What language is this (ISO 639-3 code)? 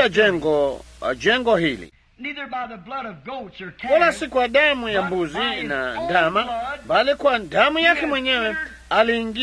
swa